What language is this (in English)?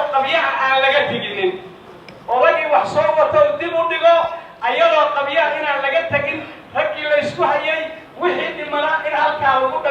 Somali